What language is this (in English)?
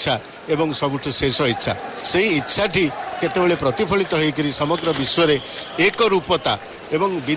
Odia